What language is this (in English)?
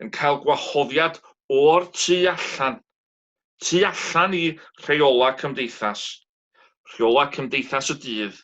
Welsh